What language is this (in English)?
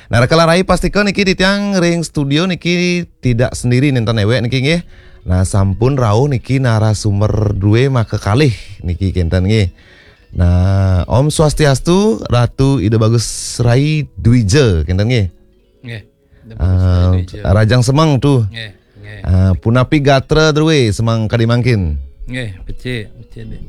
Balinese